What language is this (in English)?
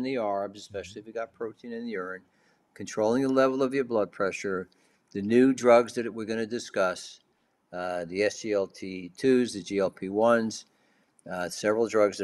English